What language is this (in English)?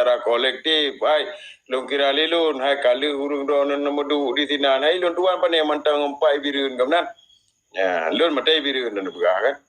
Achinese